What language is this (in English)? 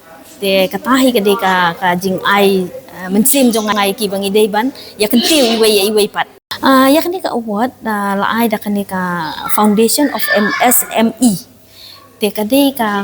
Khasi